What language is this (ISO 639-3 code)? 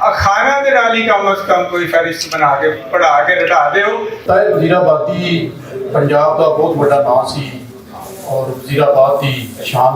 lah